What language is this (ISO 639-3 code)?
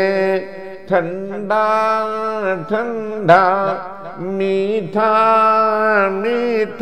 urd